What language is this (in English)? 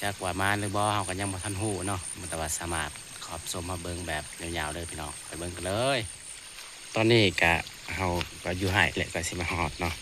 Northeastern Thai